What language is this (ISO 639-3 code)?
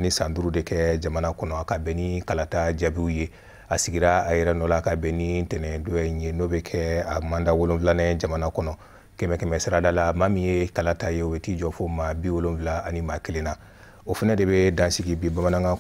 bam